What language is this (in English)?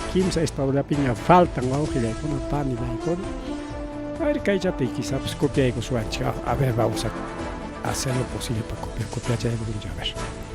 Ayacucho Quechua